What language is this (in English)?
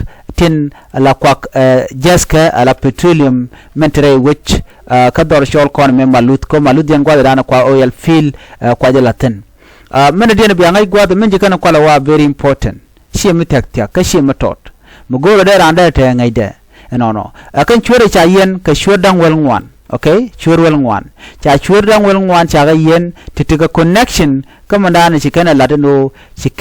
Nuer